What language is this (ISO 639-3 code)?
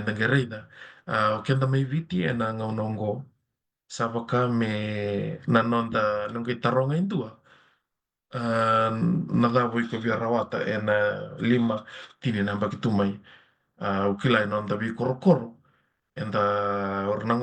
fij